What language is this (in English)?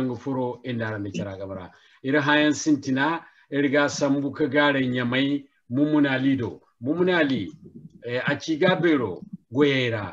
Zarma